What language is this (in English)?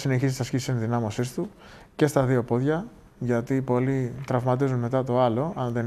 Greek